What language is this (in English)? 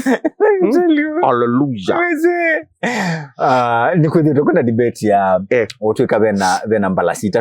Kamba